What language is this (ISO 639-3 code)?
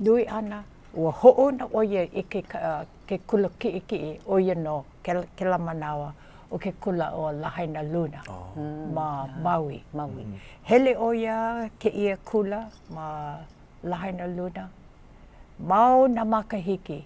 haw